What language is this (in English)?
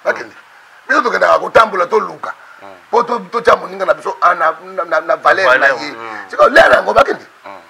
Lingala